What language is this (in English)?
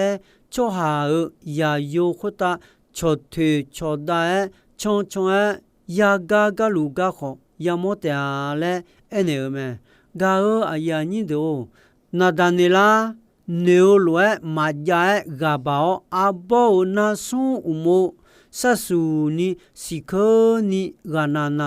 Akha